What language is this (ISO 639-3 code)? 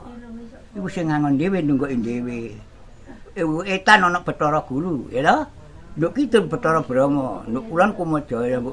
jav